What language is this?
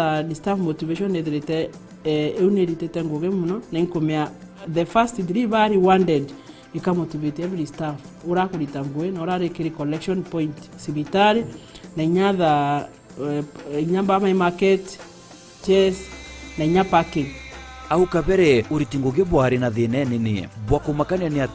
Meru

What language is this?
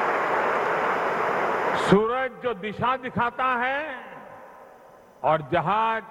Hindi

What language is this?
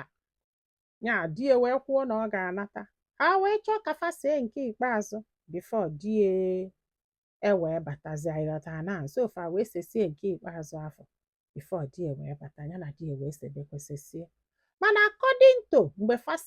Igbo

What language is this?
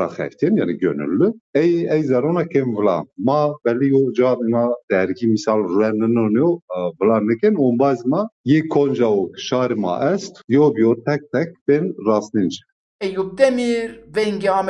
Zaza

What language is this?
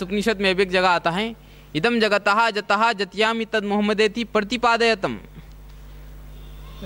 Hindi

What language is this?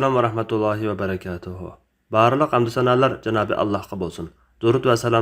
Uyghur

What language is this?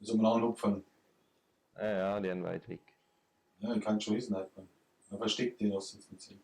Bavarian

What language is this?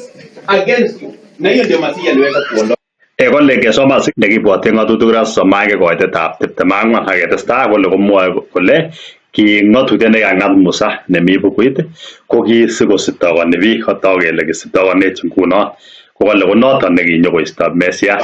Kalenjin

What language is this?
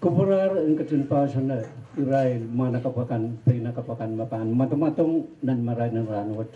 Pohnpeian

